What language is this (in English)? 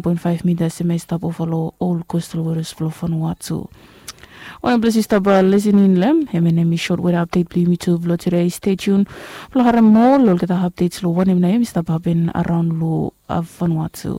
Bislama